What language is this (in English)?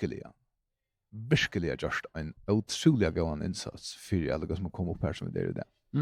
Faroese